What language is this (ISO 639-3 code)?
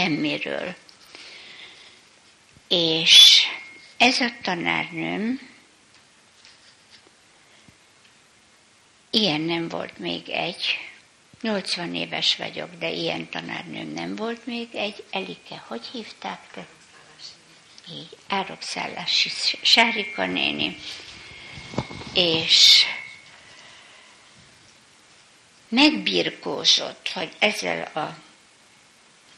hun